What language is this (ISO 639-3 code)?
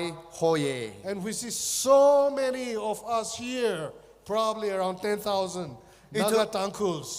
nmf